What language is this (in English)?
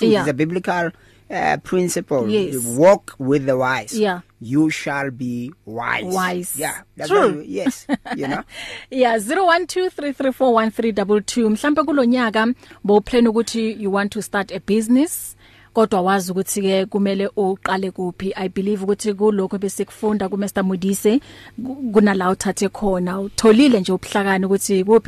English